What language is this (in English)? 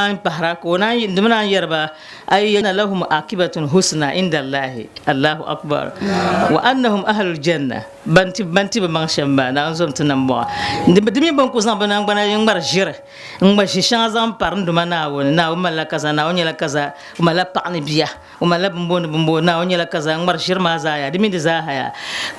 Dagbani